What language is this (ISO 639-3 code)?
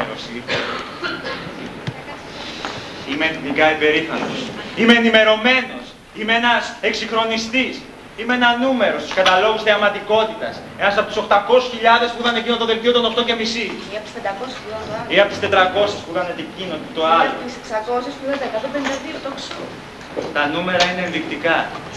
ell